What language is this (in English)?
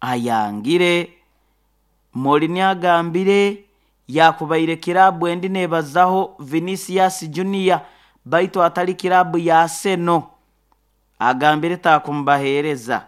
Nyoro